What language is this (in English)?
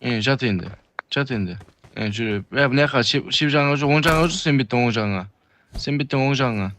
Kara-Kalpak